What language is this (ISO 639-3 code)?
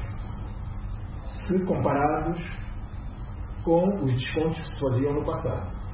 por